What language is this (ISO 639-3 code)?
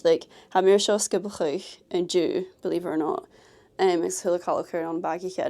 gla